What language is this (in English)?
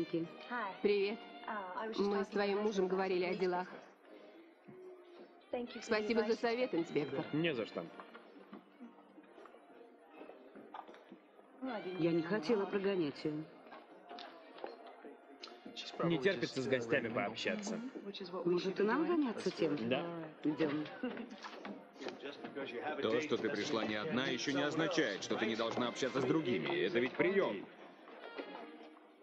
Russian